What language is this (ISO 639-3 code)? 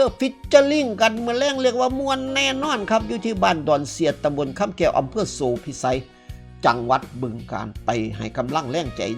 tts